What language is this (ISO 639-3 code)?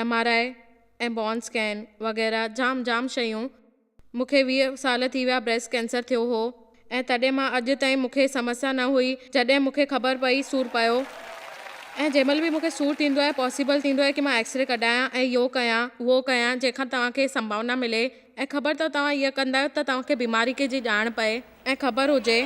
snd